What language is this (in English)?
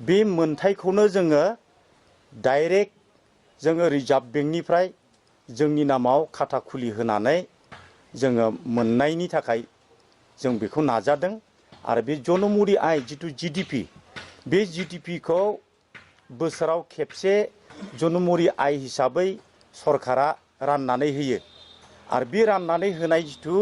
Bodo